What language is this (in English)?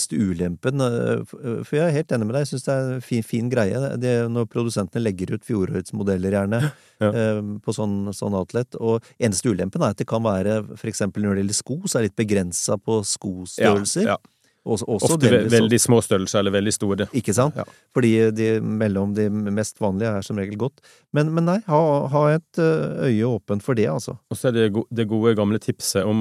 Norwegian